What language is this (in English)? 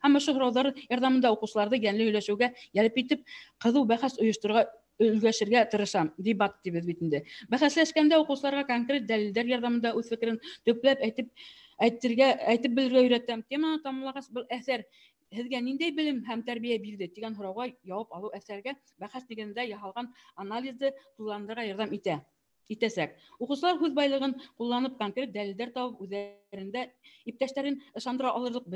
Bashkir